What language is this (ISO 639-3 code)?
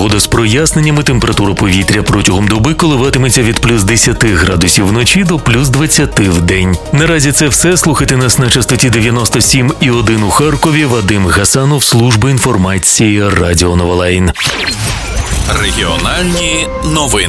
ukr